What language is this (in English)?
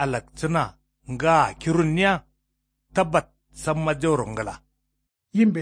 Kanuri